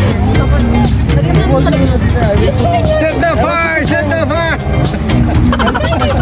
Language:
Filipino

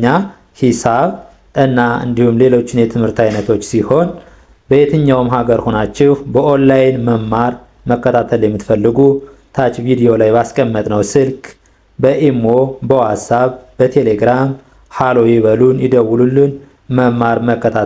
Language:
Amharic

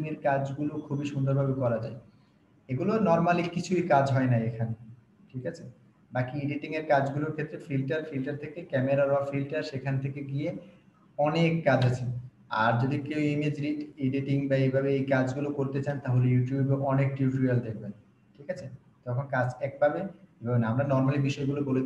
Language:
Bangla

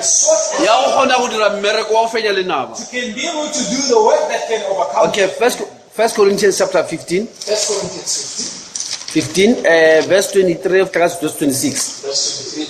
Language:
Northern Sotho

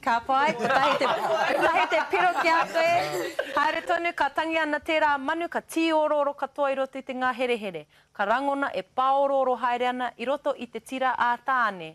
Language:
Māori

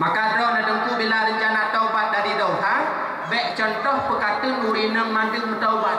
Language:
Achinese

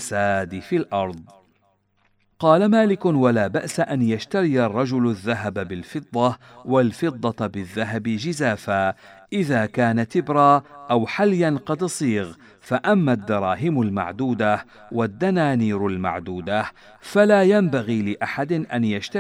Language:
Arabic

